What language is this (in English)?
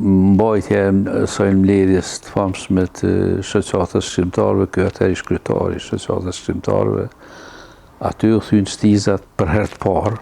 Albanian